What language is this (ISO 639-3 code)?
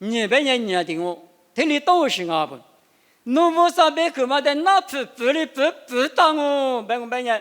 lis